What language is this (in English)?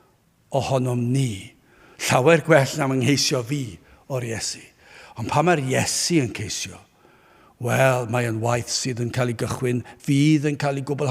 Welsh